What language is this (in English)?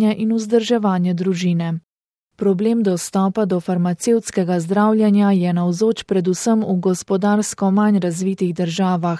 Slovenian